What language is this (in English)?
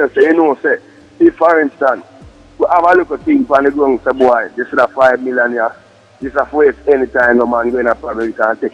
Jamaican Creole English